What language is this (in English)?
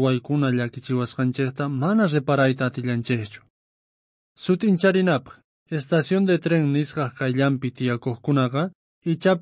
South Bolivian Quechua